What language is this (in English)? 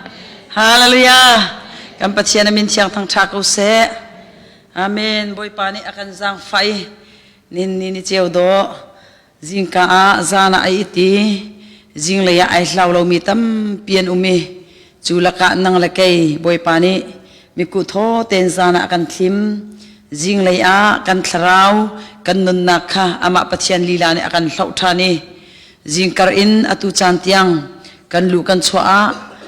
Hakha Chin